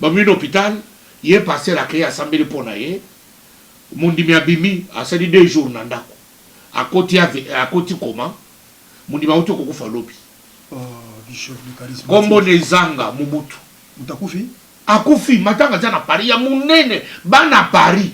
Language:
Lingala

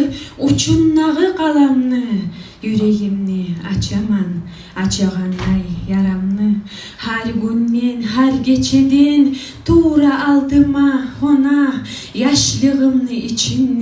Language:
Kumyk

